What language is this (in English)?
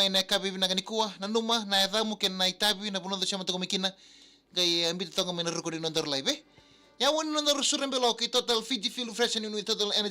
Fijian